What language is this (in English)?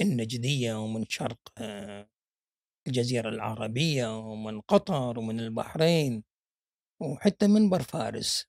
Gulf Arabic